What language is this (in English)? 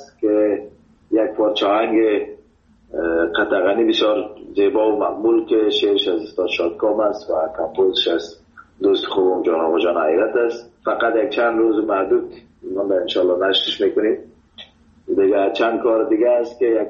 Persian